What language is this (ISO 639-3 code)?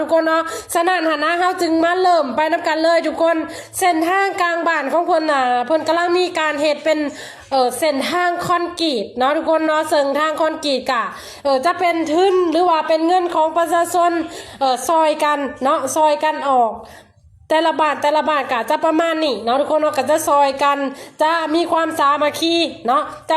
lao